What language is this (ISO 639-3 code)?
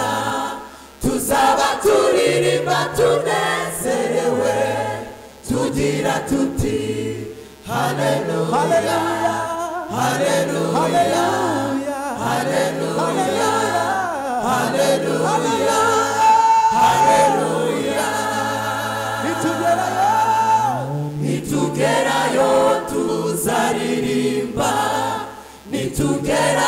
kin